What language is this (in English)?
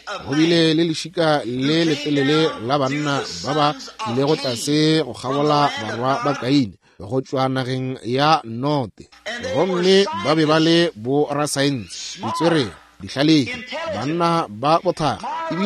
Northern Sotho